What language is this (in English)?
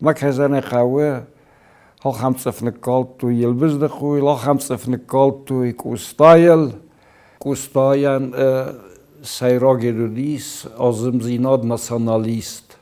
Ossetic